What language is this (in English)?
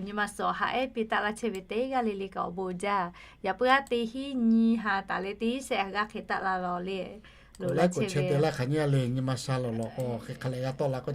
Lahu